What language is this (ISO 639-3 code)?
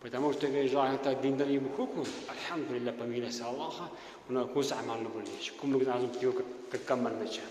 lbe